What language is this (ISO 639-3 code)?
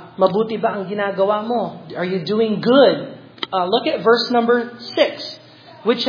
fil